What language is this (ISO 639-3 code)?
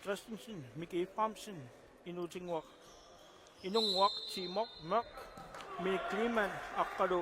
kal